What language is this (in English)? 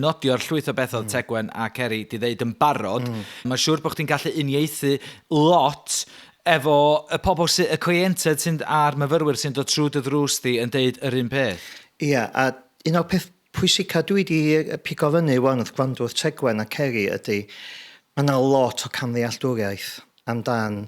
Welsh